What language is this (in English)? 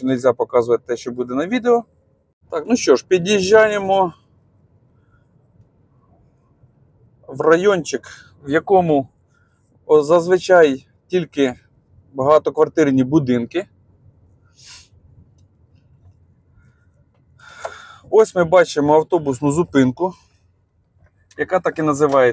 Ukrainian